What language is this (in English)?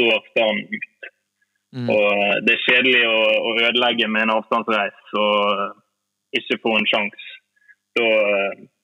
Norwegian